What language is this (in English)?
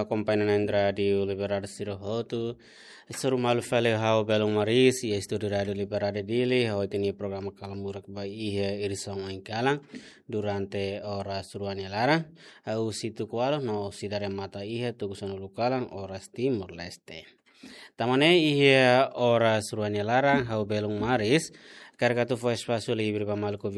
Tetum